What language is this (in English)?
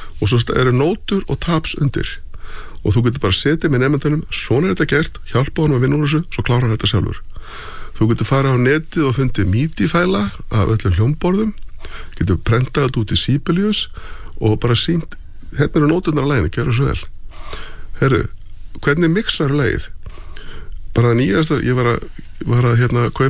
Icelandic